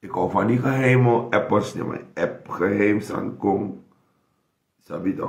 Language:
Sranan Tongo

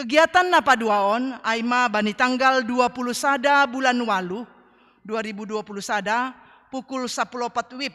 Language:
Batak Simalungun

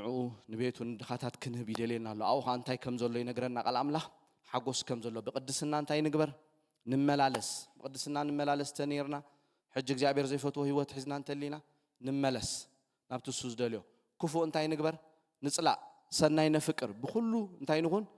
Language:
Tigrinya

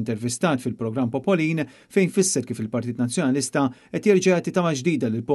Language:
Maltese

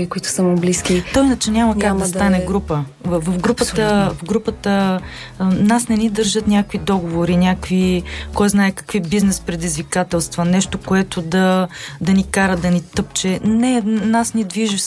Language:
Bulgarian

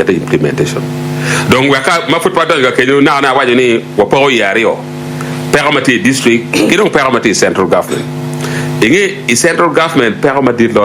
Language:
Acoli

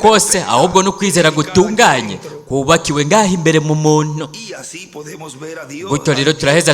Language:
Rundi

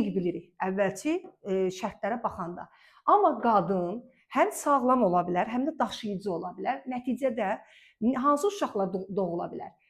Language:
Azerbaijani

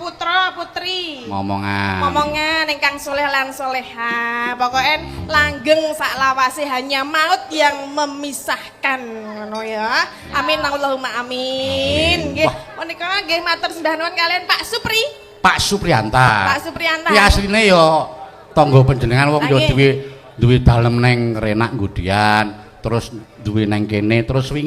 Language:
Javanese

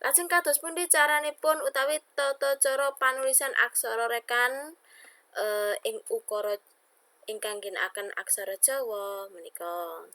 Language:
Javanese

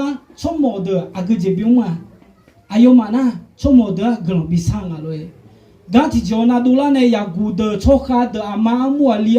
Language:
Akha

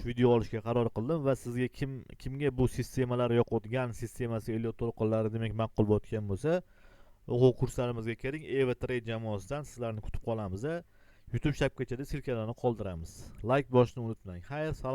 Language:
Uzbek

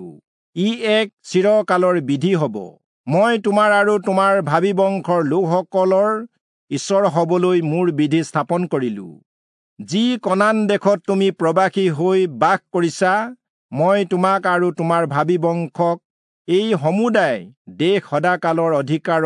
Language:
Assamese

